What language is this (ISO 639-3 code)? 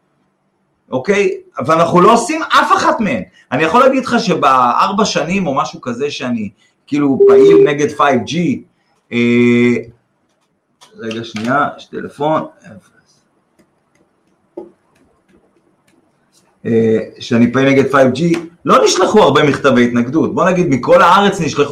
heb